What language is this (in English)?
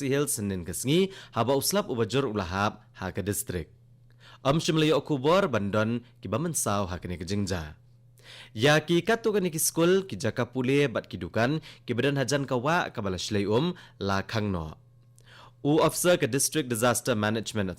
Khasi